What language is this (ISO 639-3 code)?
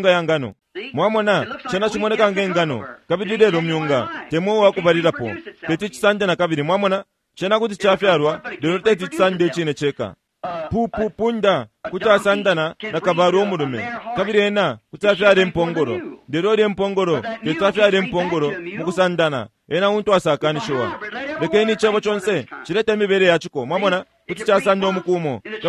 bem